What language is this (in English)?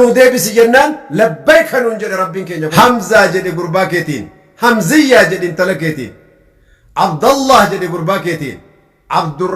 Oromo